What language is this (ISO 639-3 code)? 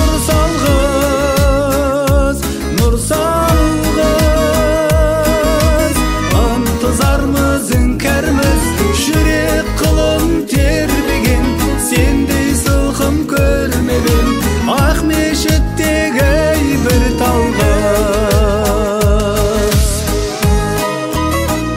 kaz